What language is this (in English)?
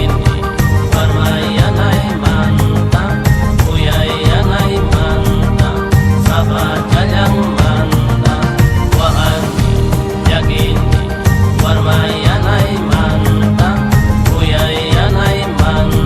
Xavánte